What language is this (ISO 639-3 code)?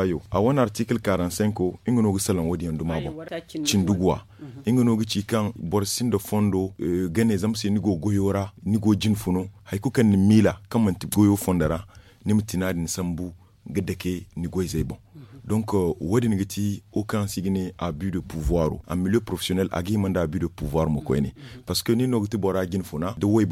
dje